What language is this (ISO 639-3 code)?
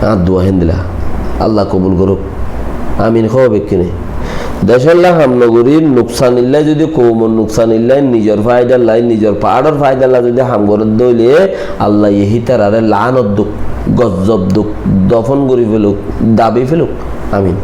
rhg